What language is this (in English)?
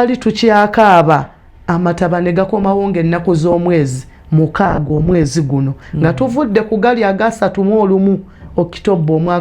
Ganda